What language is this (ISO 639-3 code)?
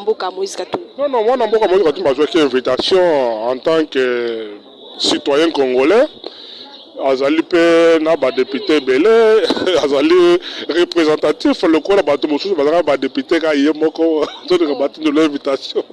lin